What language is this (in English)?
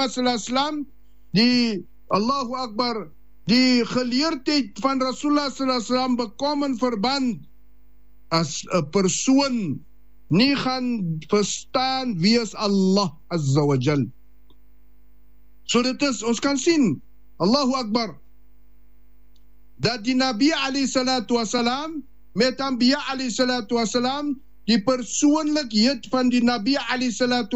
Afrikaans